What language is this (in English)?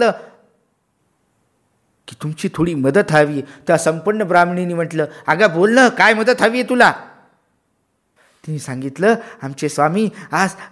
Marathi